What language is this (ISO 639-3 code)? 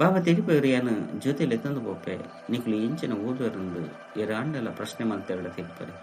tcy